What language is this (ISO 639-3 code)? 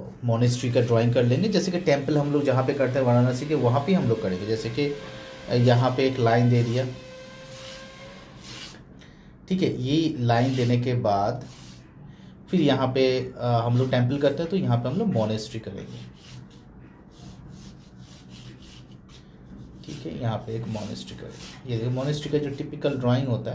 hin